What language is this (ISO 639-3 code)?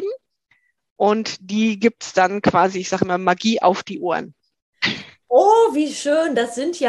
deu